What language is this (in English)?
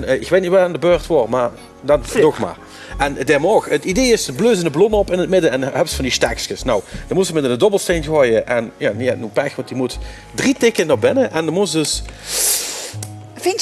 Dutch